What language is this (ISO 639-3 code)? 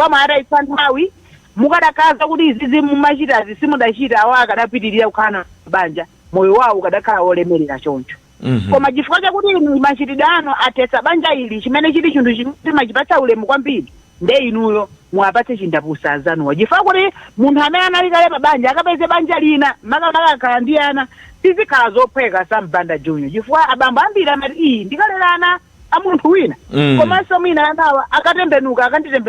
nya